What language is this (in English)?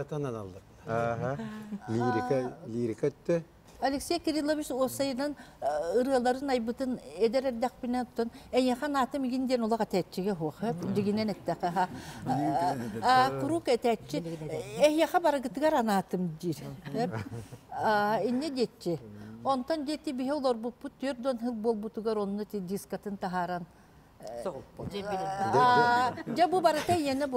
Yakut